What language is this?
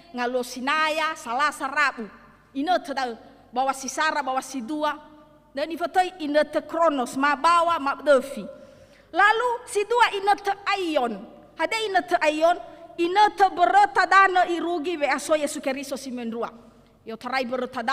Nias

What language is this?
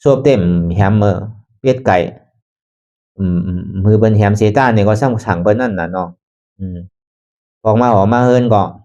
Shan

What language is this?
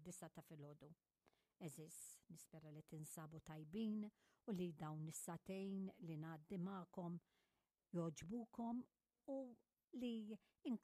Maltese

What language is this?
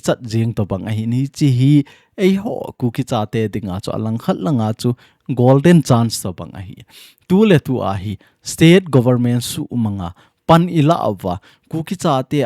Thado Chin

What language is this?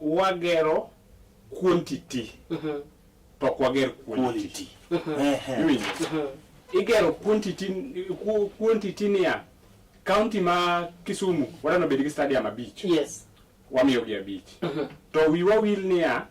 Luo (Kenya and Tanzania)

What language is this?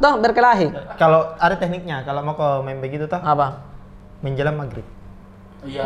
Makassar Malay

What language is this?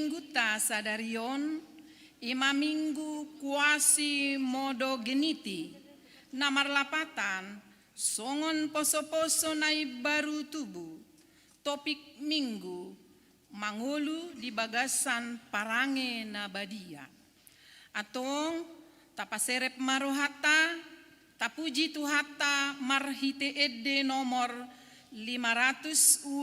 Batak Toba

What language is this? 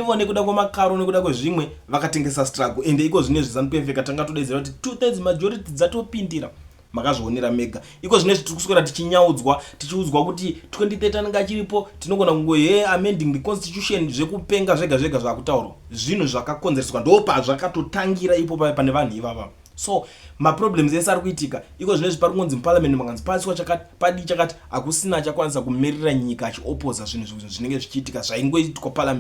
Shona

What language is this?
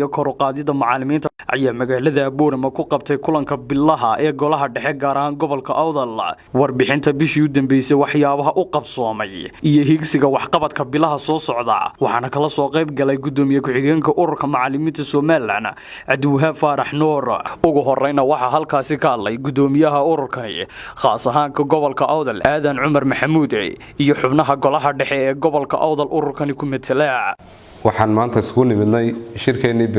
Somali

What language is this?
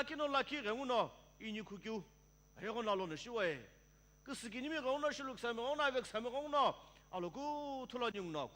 Sumi Naga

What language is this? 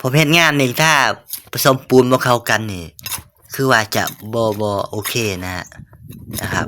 Northeastern Thai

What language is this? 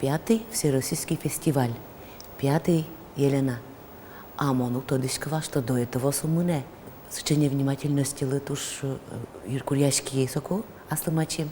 Udmurt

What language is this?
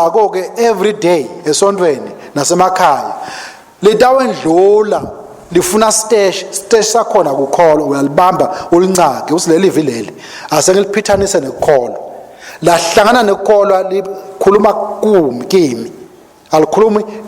Swati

